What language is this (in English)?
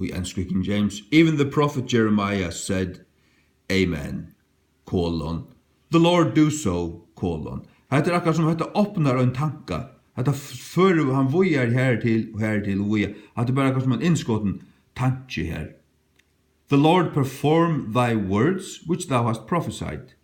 Faroese